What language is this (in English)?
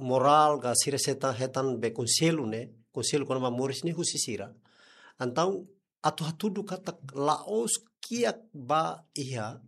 Tetum